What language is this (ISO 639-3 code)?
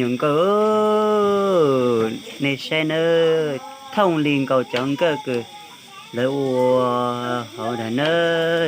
hmn